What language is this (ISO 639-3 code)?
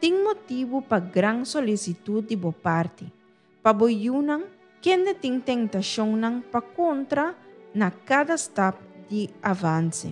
pap